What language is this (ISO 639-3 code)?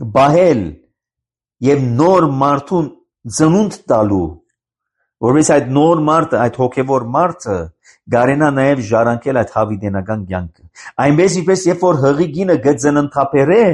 hye